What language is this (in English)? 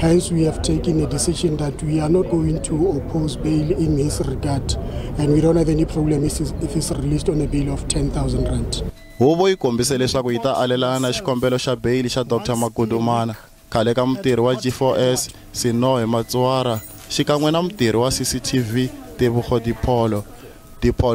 Tsonga